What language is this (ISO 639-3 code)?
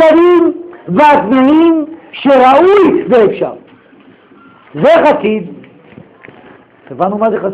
heb